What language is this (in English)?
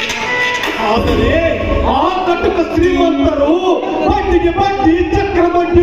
Kannada